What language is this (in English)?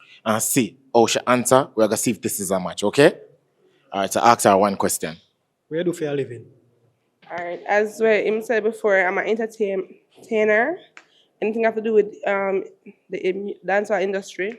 Jamaican Creole English